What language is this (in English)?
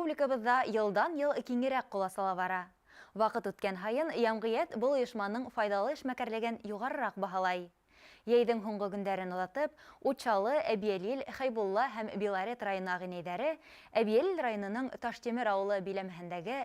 Bashkir